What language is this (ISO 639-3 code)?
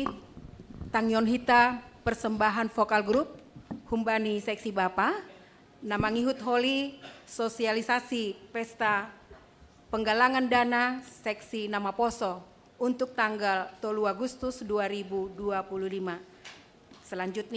bts